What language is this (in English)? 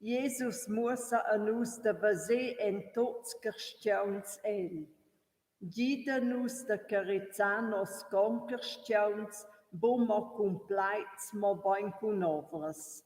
Romansh